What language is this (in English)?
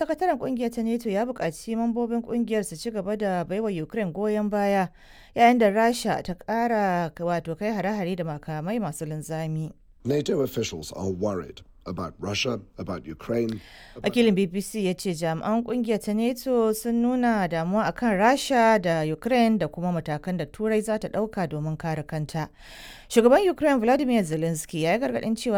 Hausa